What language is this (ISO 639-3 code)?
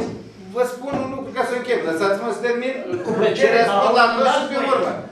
ron